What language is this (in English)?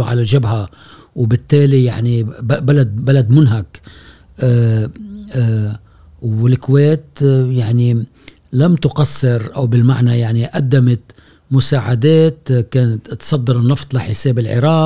Gulf Arabic